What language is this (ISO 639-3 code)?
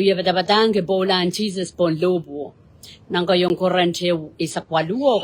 pon